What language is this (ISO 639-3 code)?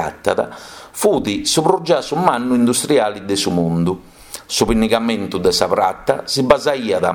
srd